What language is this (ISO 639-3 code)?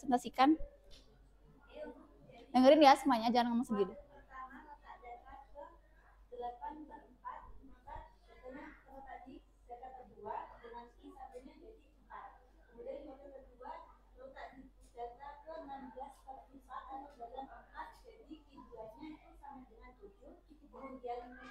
ind